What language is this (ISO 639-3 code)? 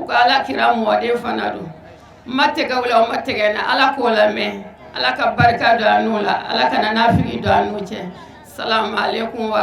bam